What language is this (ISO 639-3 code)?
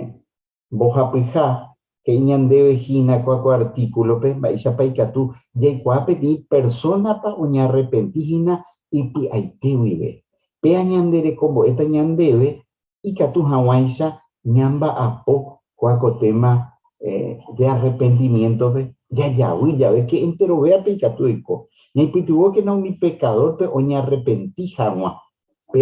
grn